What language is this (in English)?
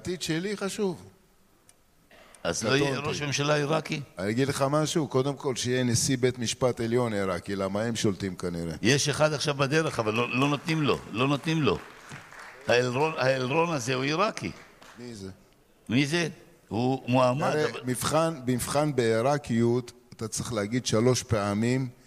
Hebrew